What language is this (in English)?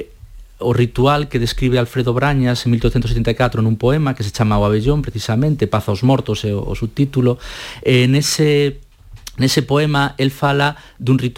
Galician